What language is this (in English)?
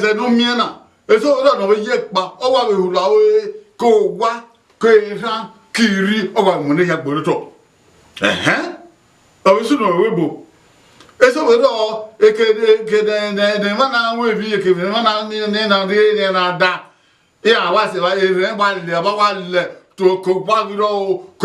Bini